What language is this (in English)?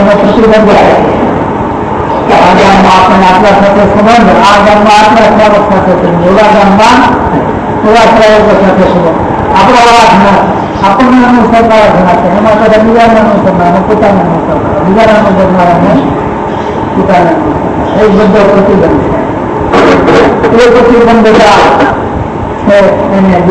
Gujarati